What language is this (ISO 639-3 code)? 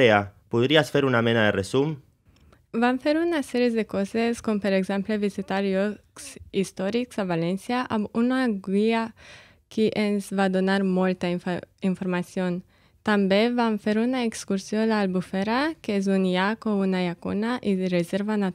cat